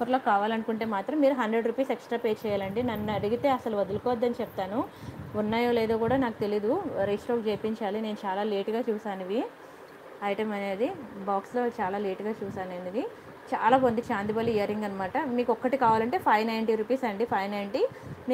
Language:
Telugu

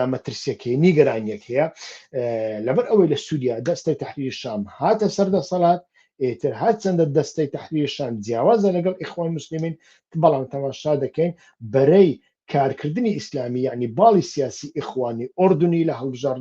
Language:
Central Kurdish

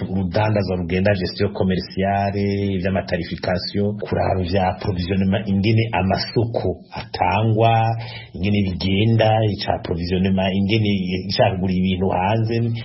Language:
Rundi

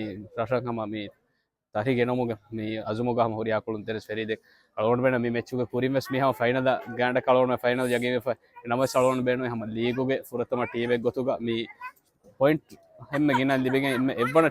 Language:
Divehi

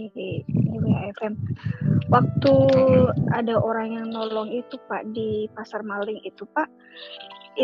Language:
Indonesian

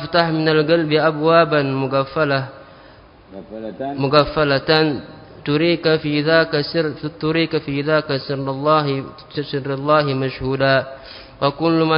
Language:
Arabic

